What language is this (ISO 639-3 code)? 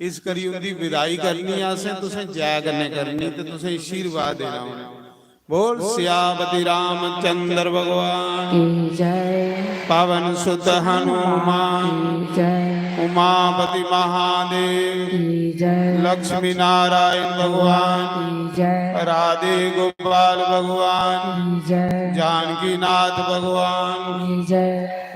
doi